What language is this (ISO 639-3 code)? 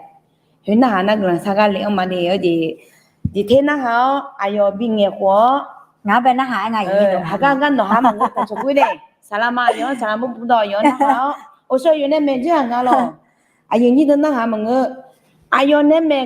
ahk